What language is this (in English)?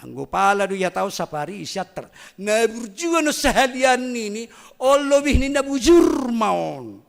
Batak Simalungun